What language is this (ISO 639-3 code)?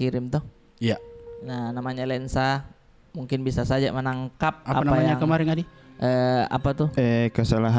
mfp